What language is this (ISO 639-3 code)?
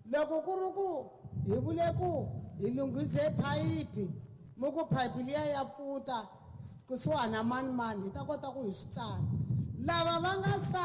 tso